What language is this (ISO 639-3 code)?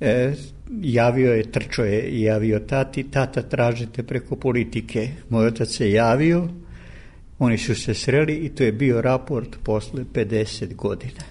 srp